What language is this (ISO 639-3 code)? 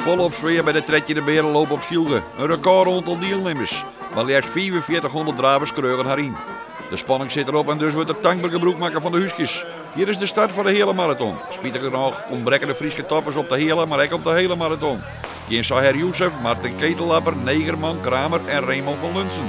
fry